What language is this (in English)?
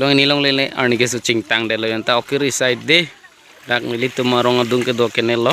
Karbi